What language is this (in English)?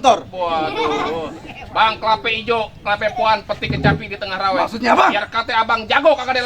Betawi